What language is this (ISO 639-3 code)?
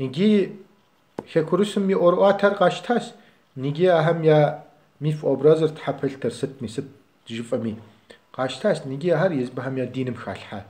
kbd